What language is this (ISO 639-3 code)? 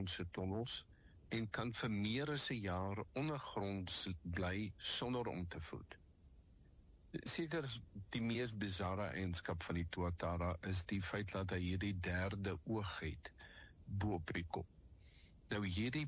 afr